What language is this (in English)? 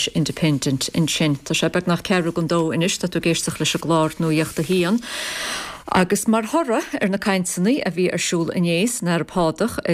Irish